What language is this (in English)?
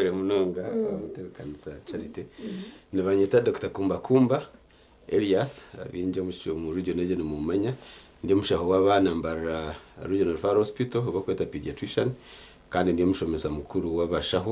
Nyankole